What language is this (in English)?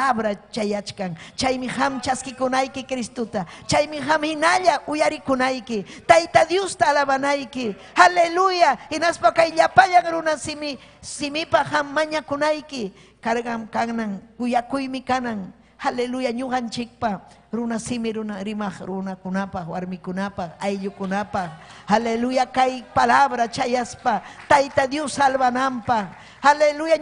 Ayacucho Quechua